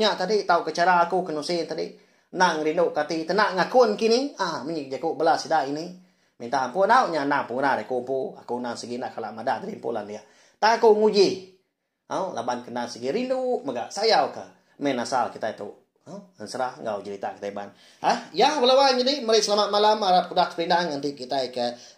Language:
Iban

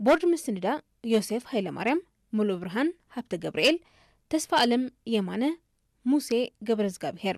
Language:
Tigrinya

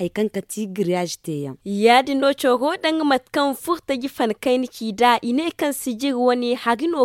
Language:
Zarma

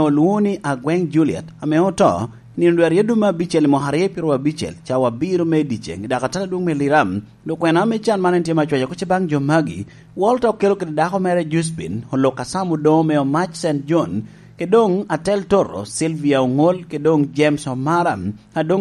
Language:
Lango (Uganda)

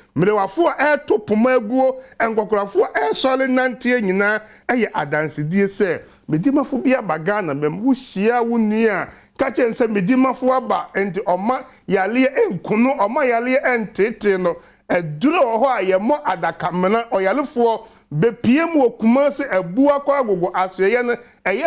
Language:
Akan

